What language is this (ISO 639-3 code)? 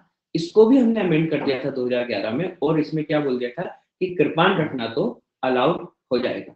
hin